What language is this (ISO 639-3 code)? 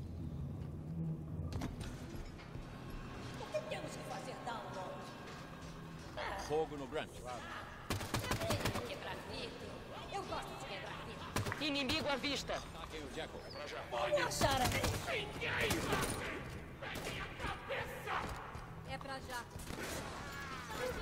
por